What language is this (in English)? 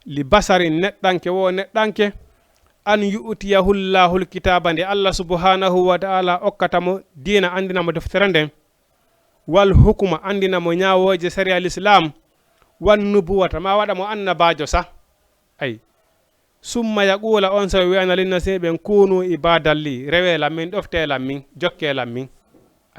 Fula